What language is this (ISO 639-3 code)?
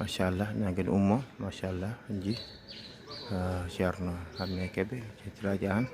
ful